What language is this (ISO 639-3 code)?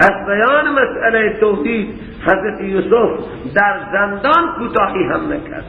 fas